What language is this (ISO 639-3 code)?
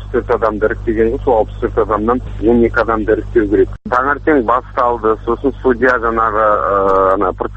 kaz